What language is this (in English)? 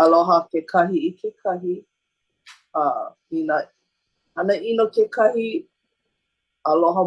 Hawaiian